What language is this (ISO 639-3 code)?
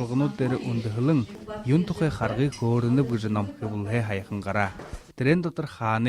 bua